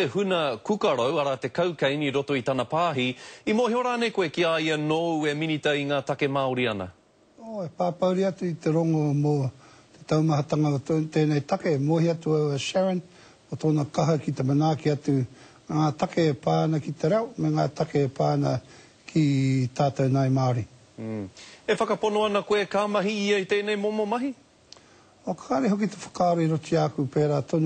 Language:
Māori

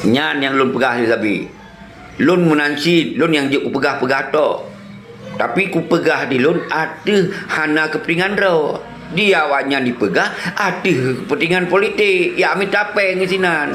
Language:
Achinese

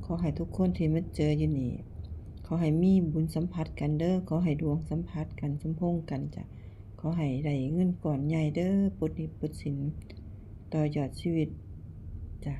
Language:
Lao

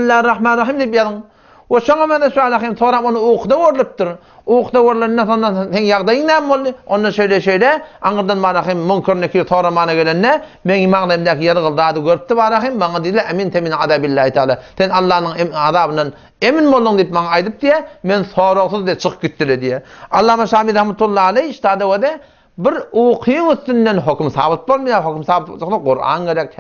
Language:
Turkmen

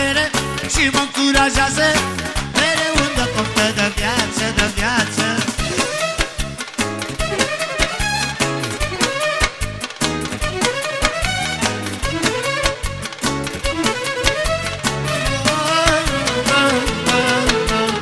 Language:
Romanian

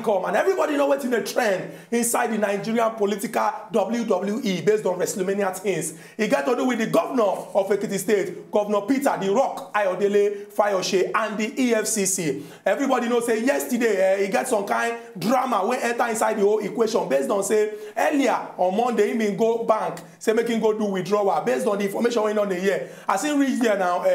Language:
Nigerian Pidgin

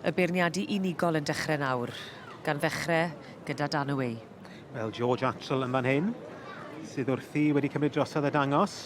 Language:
Welsh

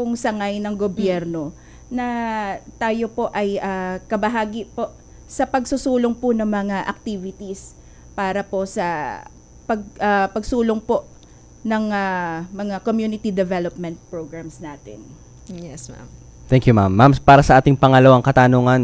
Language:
Filipino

